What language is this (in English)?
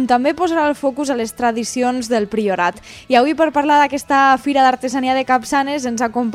Catalan